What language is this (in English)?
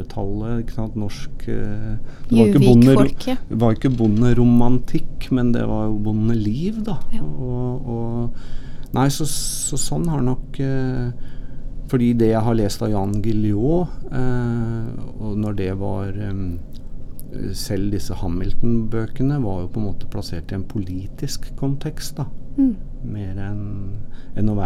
Norwegian